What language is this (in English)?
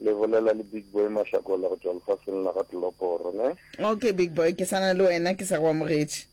Northern Sotho